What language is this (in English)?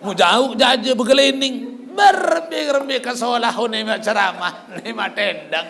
Sasak